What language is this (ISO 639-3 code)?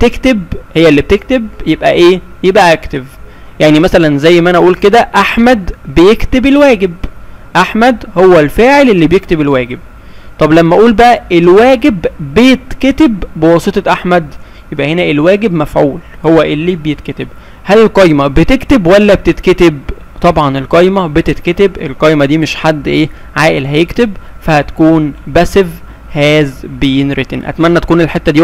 arz